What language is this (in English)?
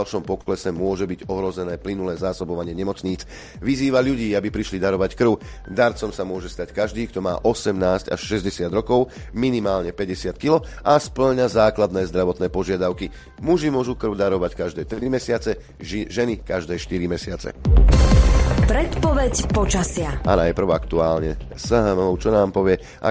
Slovak